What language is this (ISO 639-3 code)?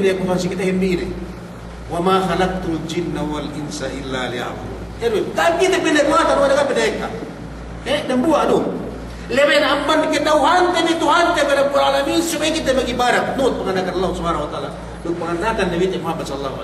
yka